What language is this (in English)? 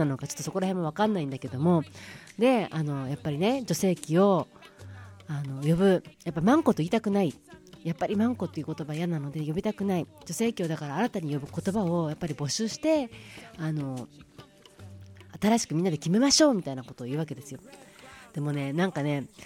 Japanese